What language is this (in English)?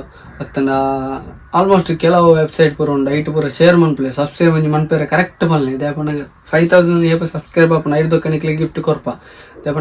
Tulu